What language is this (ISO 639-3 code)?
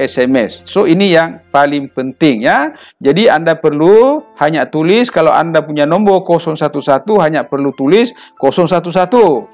msa